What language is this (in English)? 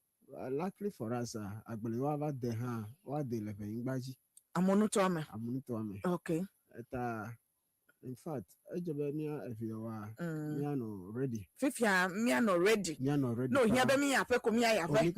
Ewe